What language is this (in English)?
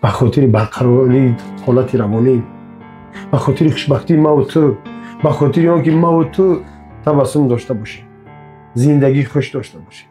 Tajik